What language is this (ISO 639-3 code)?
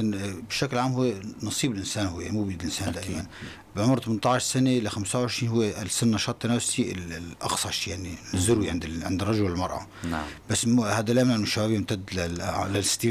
apc